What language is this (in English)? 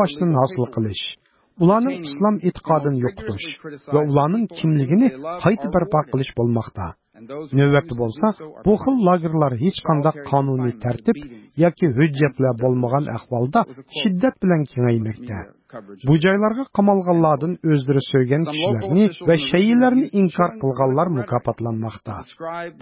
Uyghur